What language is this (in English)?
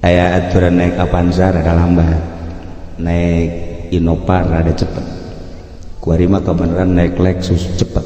Sundanese